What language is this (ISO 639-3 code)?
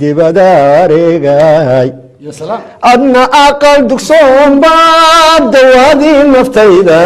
som